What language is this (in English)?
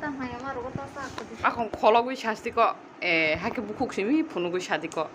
Kok Borok